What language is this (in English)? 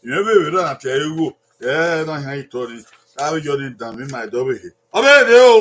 Bini